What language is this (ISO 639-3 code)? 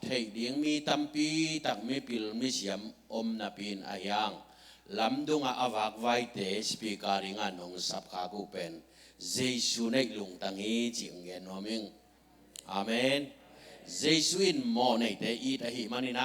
ctd